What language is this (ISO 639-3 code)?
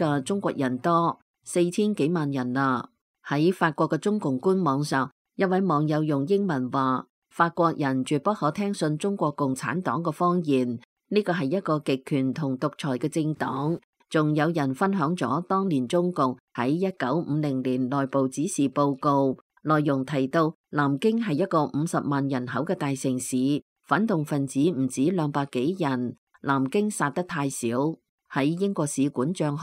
yue